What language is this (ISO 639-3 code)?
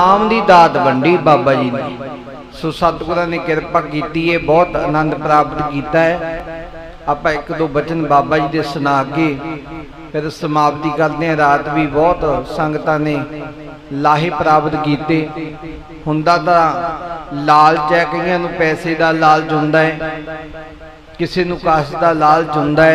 pan